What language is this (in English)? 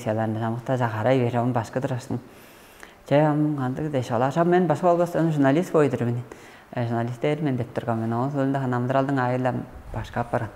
Tuvinian